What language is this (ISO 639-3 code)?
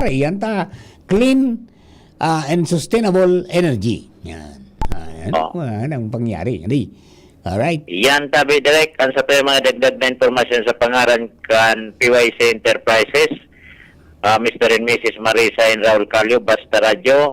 bik